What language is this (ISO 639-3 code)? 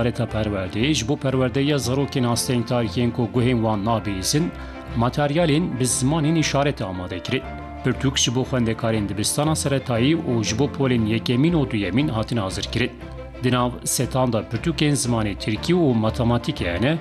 kur